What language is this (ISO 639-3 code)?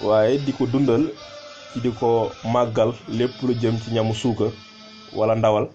wol